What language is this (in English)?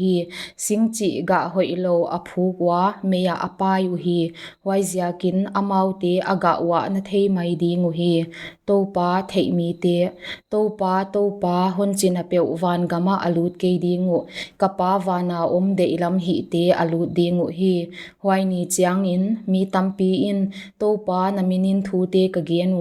Paite Chin